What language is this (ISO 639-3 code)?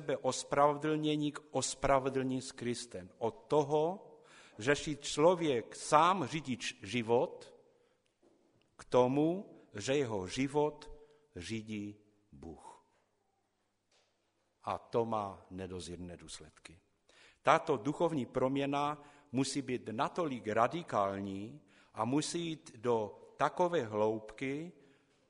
ces